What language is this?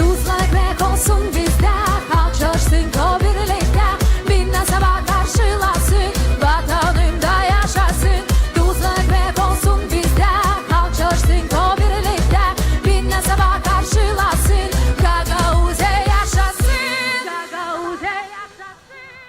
Gagauz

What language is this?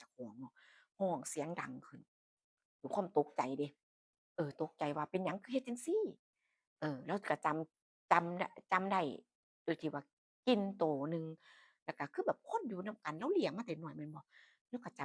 Northeastern Thai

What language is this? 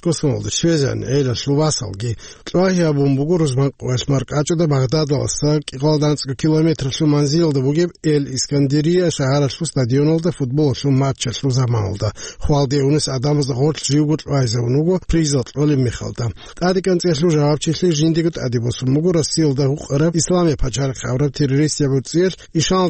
Avaric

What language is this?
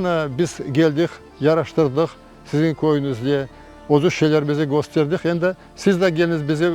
Crimean Tatar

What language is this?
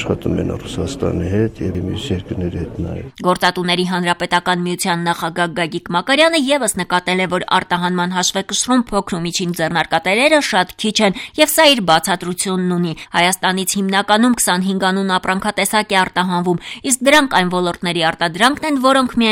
Armenian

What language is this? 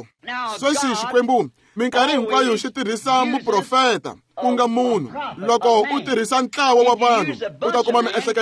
Tsonga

